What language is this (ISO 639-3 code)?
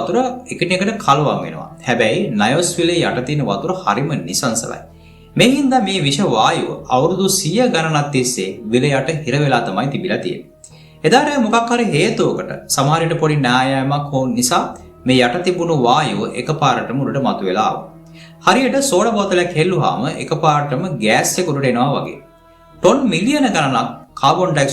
sin